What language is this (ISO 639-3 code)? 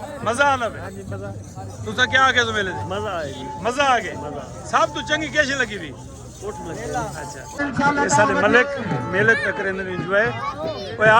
skr